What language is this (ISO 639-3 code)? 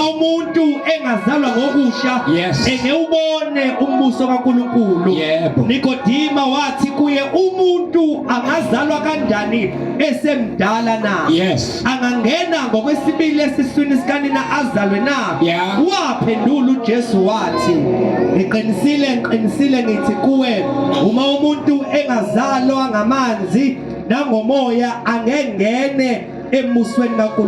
zul